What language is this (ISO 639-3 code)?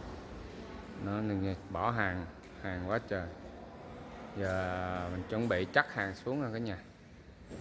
vie